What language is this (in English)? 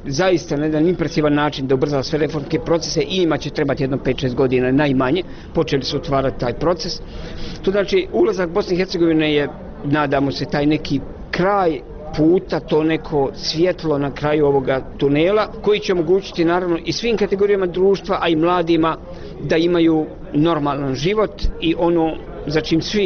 Bosnian